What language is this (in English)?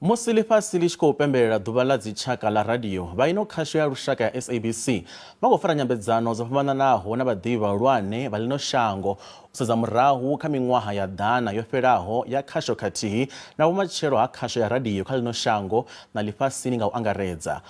Venda